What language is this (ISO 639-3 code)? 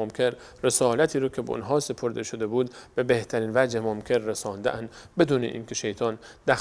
fas